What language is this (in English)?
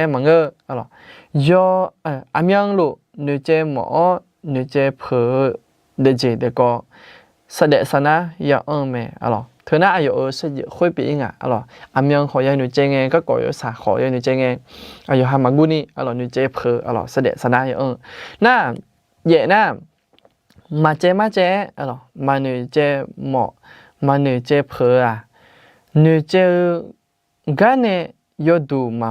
Akha